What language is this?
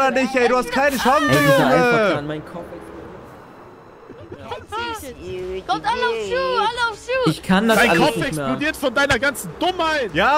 German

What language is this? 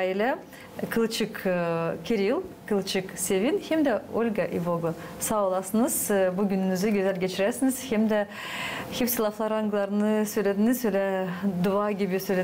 Gagauz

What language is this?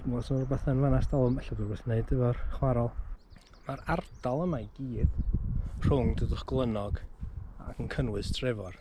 Welsh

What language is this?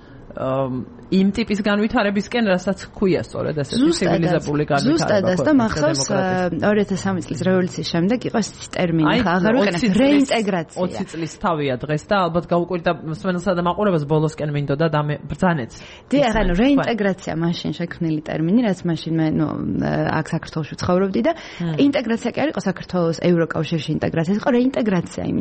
Georgian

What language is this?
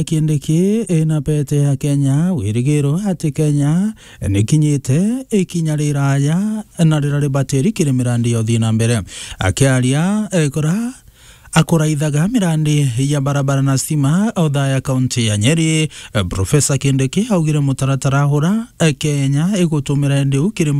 Meru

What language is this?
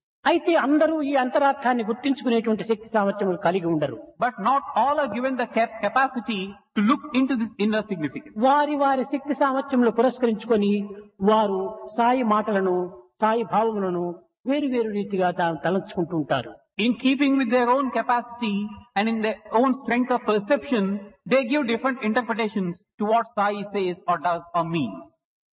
Telugu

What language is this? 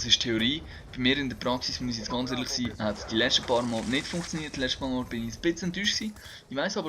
Swiss German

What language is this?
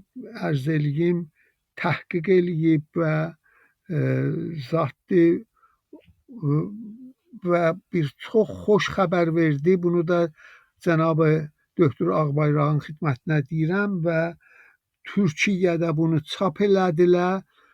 South Azerbaijani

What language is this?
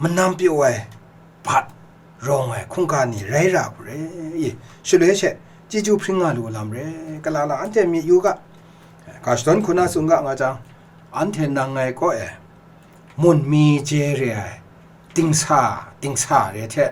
Kachin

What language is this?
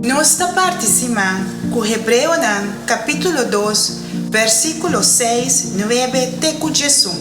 Papiamento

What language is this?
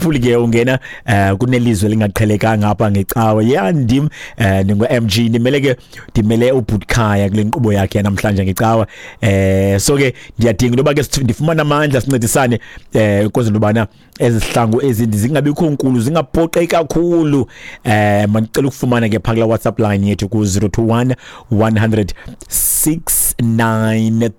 Xhosa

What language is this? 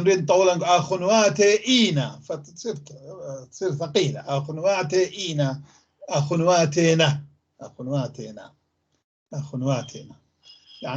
North Levantine Arabic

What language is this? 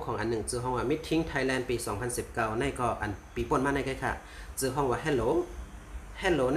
Shan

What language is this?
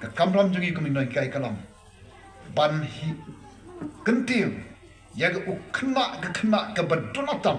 Khasi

